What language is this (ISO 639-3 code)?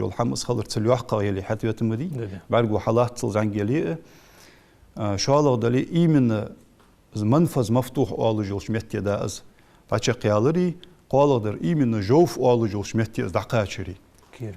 inh